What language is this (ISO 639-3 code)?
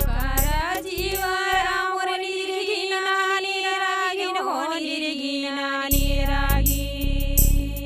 hne